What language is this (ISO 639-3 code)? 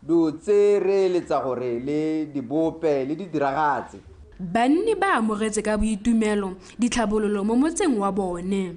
tsn